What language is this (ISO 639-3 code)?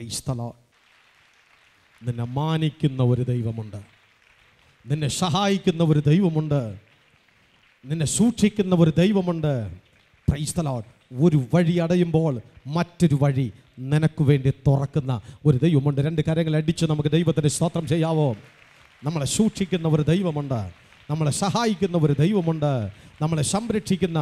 mal